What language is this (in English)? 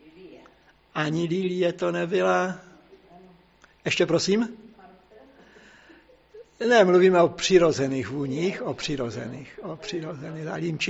Czech